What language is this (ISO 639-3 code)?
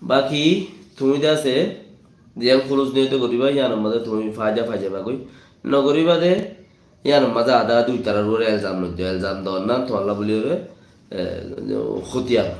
rhg